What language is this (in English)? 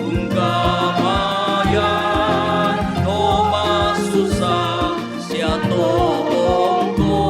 Toraja-Sa'dan